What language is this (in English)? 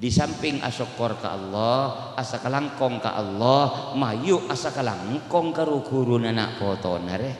Madurese